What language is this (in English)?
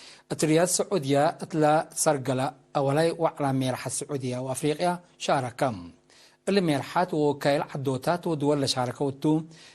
Tigre